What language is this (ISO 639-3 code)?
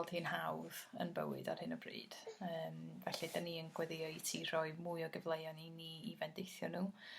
cym